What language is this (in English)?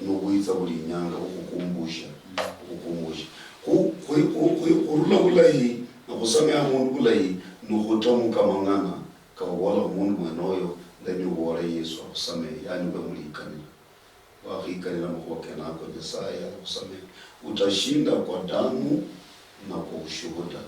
Luyia